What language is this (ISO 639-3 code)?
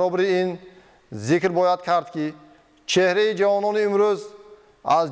tgk